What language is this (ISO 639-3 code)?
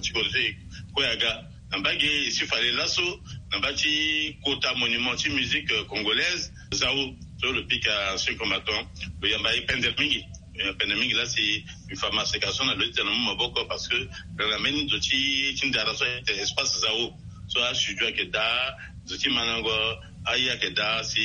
sag